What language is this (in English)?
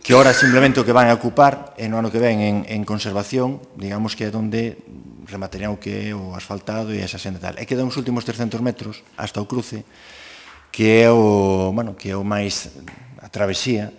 Galician